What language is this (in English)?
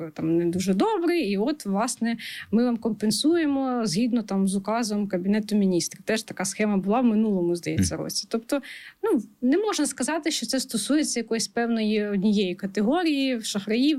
Ukrainian